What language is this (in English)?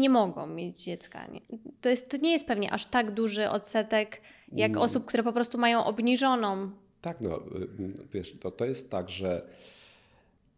Polish